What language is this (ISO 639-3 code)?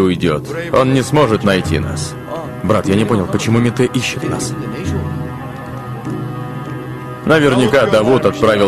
rus